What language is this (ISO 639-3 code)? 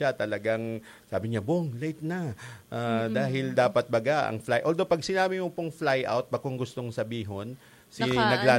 bik